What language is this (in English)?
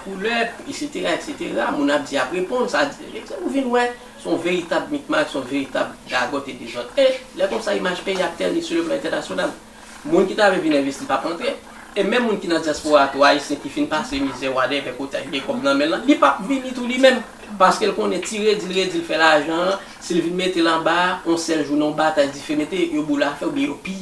Haitian Creole